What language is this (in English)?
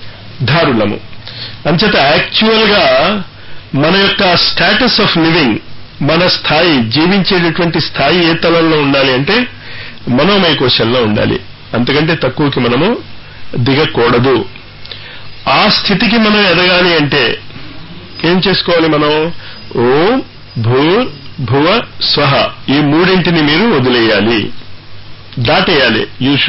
Telugu